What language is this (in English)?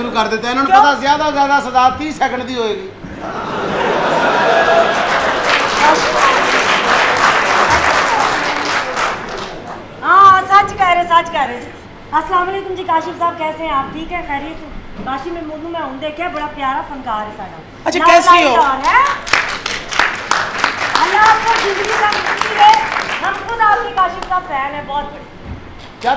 Punjabi